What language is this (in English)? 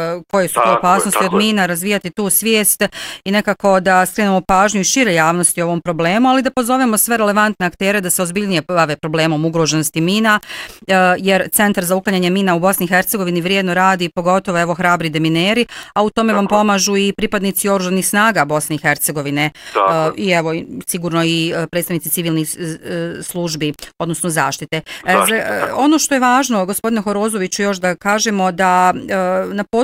Bosnian